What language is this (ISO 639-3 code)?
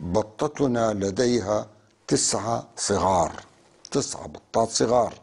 apc